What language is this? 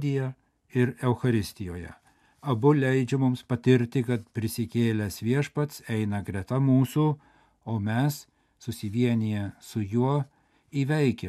Lithuanian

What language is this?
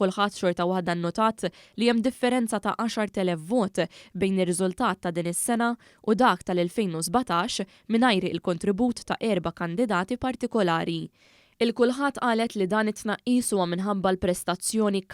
Maltese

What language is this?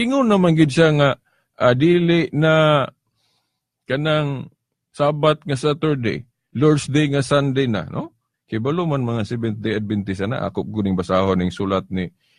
Cebuano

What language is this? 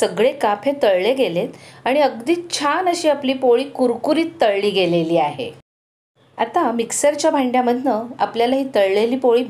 Marathi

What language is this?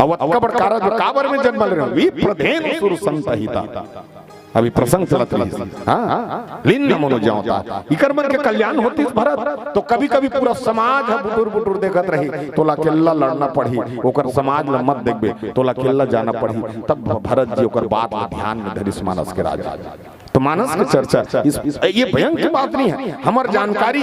Chhattisgarhi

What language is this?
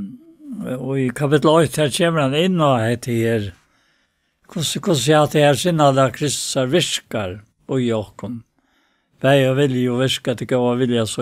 Faroese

